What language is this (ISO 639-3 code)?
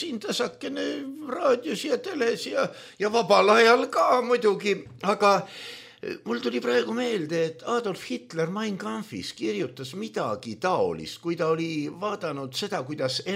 est